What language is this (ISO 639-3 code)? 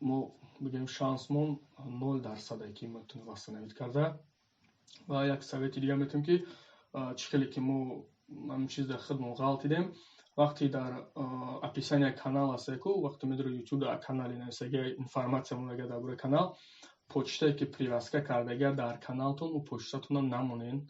tgk